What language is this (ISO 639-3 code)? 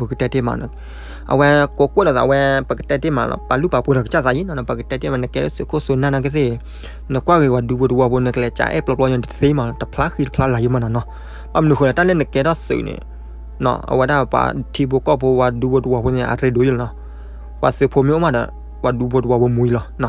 ksw